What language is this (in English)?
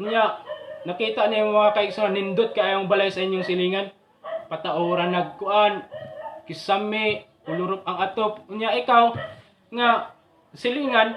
Cebuano